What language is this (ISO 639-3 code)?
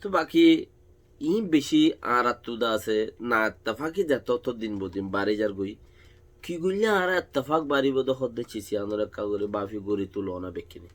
rhg